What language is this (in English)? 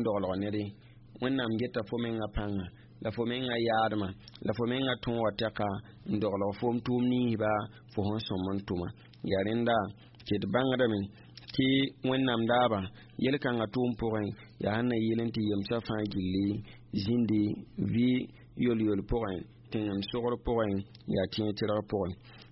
Mossi